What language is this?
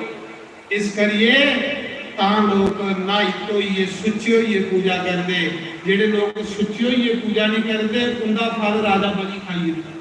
Dogri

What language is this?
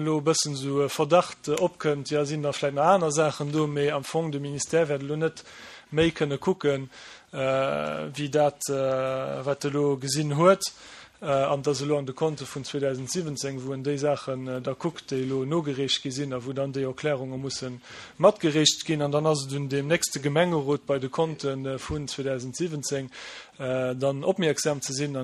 Luxembourgish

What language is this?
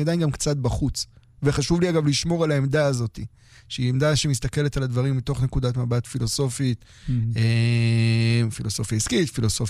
Hebrew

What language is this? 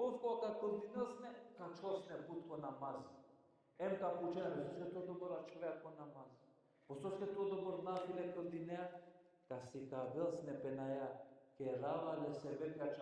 Balkan Romani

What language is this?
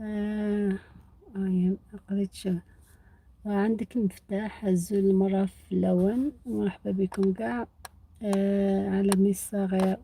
Algerian Arabic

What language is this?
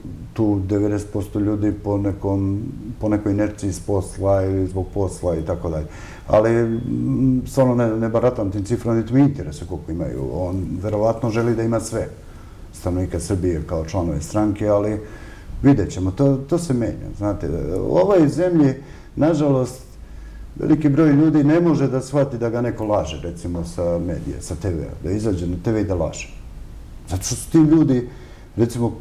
Serbian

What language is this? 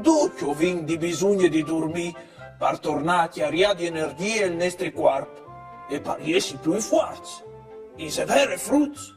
Friulian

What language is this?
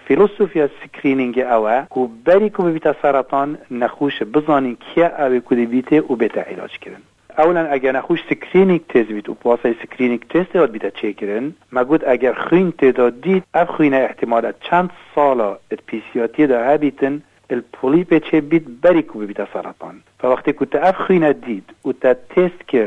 Kurdish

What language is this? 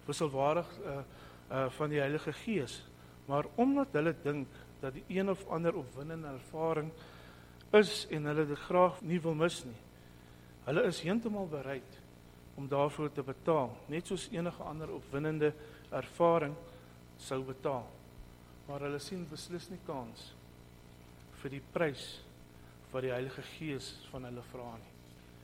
Afrikaans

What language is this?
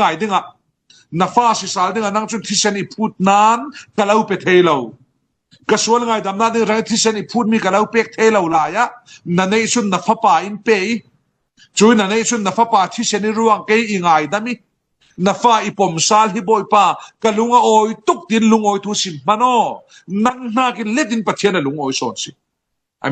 Falam Chin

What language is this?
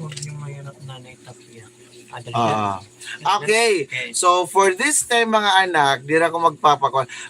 Waray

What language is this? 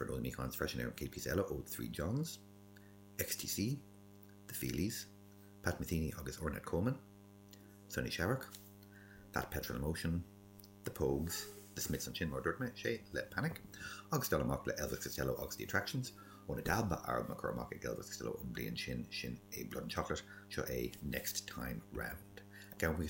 Irish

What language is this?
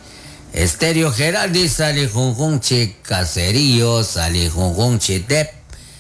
Kekchí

